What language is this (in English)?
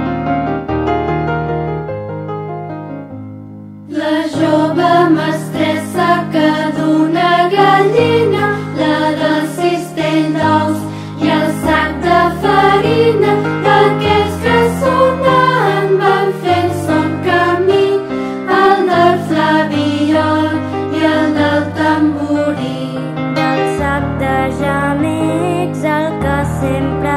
Catalan